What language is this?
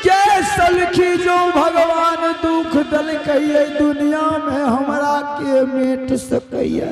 Angika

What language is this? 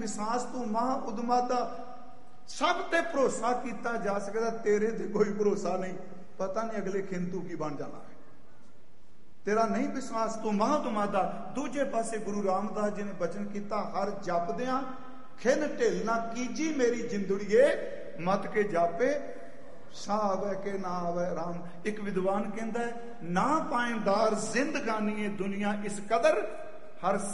Punjabi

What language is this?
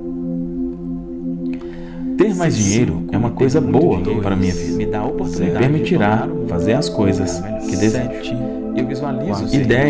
Portuguese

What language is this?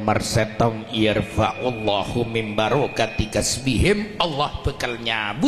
Madurese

